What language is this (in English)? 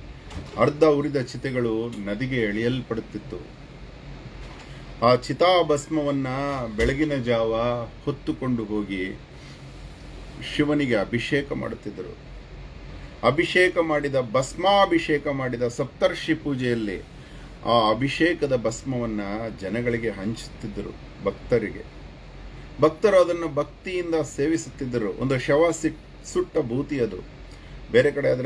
Kannada